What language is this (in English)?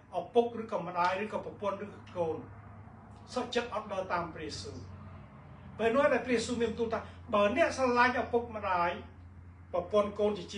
Khmer